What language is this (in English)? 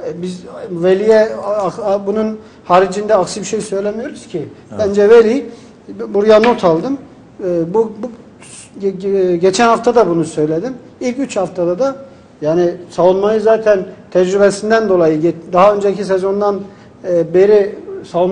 Turkish